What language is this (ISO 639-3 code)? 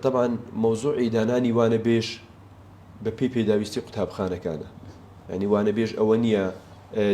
ckb